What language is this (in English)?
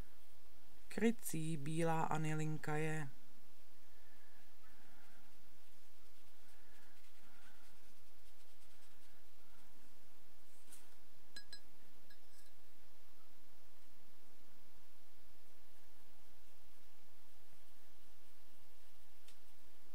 Czech